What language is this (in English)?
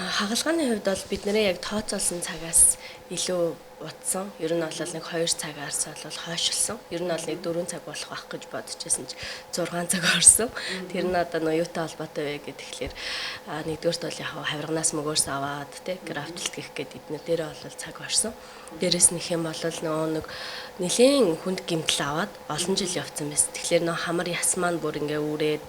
Mongolian